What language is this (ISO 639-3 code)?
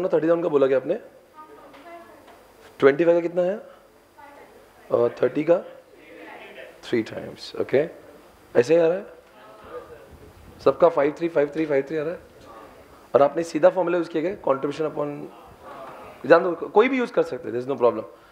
hin